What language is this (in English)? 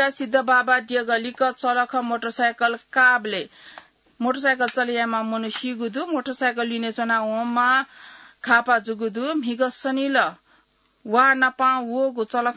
Newari